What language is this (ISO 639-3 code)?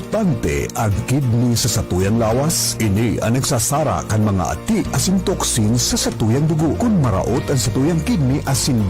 bik